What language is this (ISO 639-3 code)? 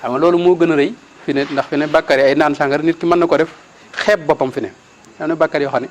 wol